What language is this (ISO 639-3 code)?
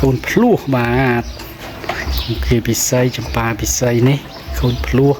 khm